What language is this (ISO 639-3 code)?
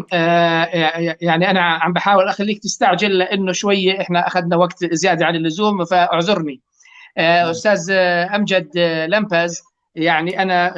apc